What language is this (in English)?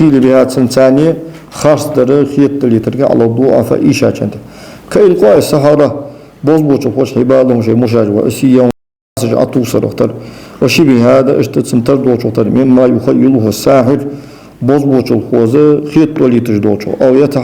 Ingush